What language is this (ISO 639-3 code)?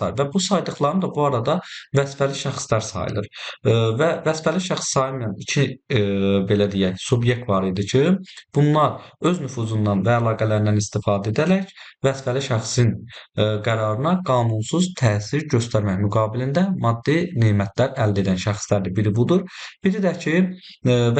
aze